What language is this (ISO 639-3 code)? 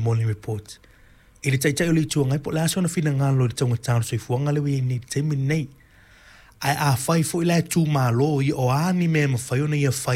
smo